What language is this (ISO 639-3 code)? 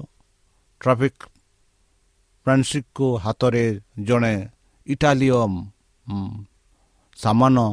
ori